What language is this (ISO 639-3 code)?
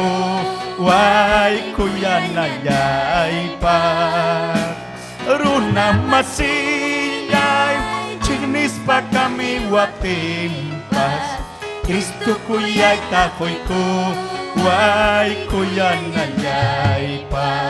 quy